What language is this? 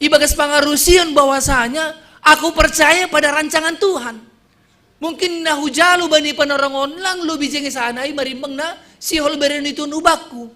Batak Simalungun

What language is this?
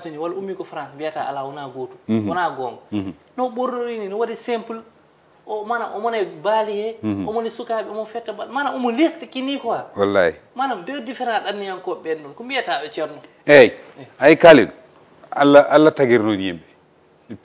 Fula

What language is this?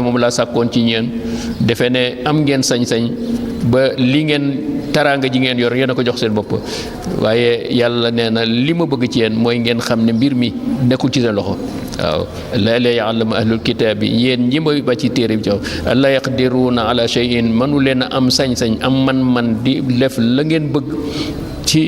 Wolof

